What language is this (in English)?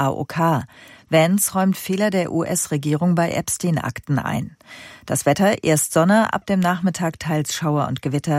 German